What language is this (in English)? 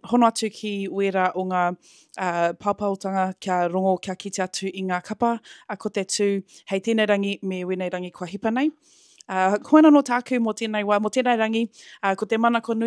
Māori